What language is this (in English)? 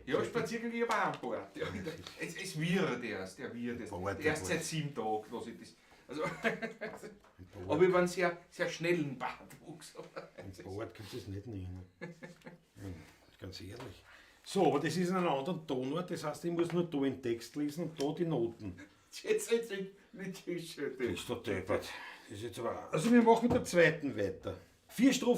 Bavarian